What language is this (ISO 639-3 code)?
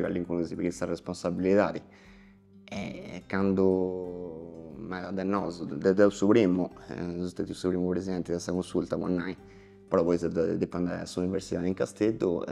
srd